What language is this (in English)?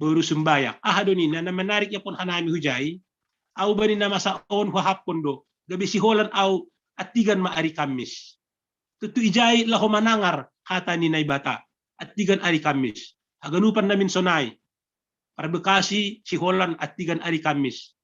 Batak Simalungun